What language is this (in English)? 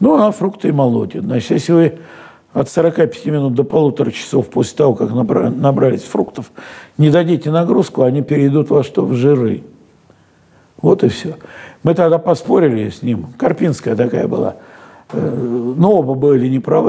Russian